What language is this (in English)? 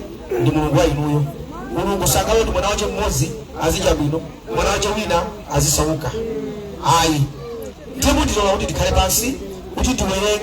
Nyanja